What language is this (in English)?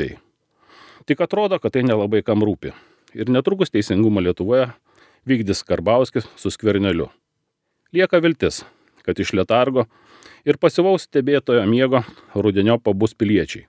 Lithuanian